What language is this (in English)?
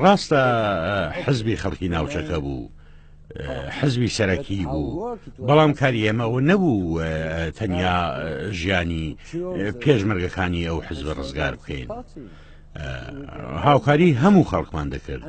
Central Kurdish